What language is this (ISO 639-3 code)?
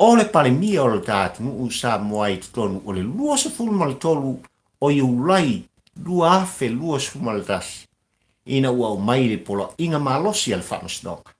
smo